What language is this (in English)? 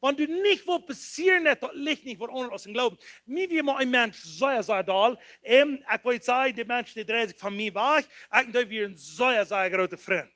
Plautdietsch